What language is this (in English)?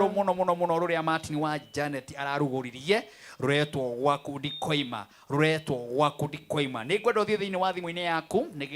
Kikuyu